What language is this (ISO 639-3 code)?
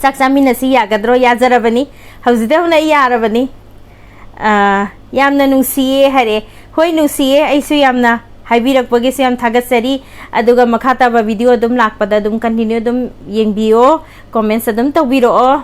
mni